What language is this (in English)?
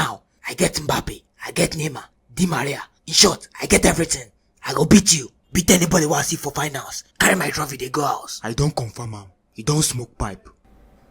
Nigerian Pidgin